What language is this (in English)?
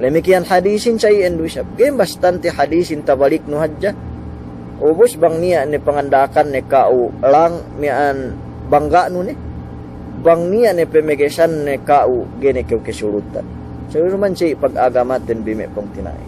Yakan